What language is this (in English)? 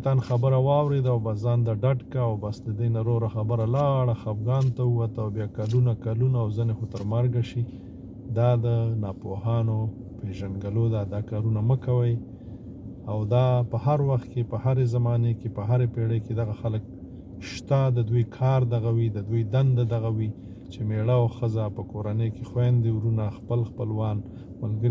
Pashto